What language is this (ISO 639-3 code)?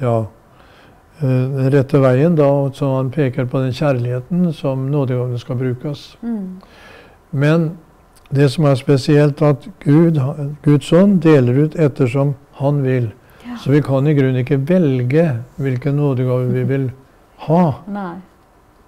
nor